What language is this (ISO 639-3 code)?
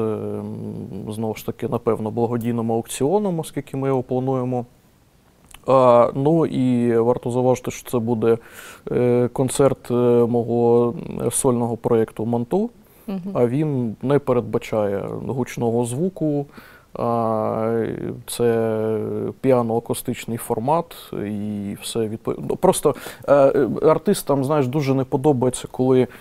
ukr